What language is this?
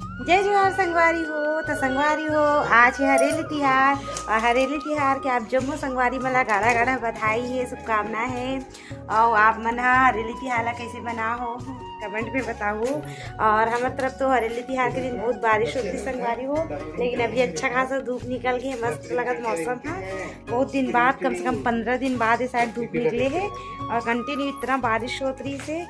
Chhattisgarhi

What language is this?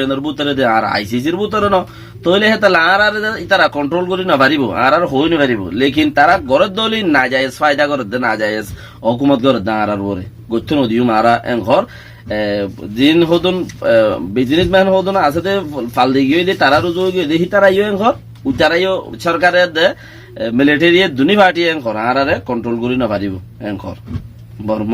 Rohingya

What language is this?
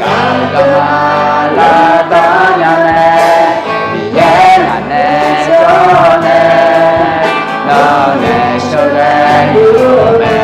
Akha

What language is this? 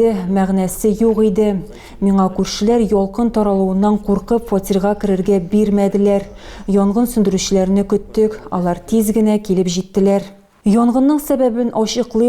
Tatar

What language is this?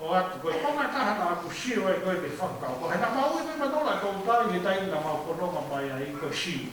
Tongan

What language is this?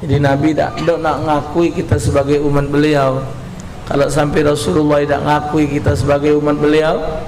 Musi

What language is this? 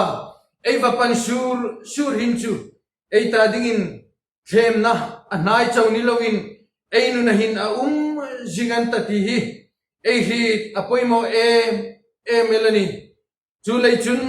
Hmar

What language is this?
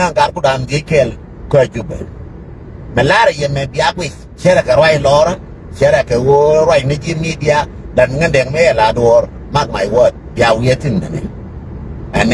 Nuer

